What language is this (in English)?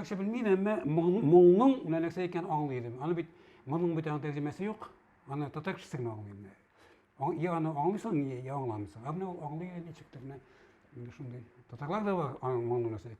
Tatar